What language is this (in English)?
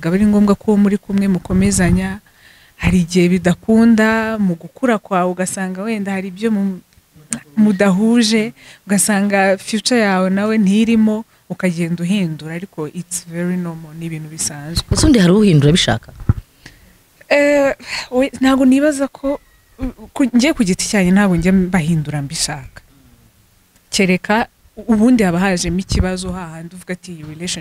Kinyarwanda